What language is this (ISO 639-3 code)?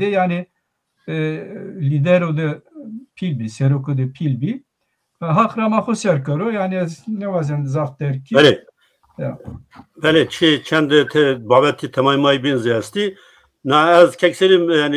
zza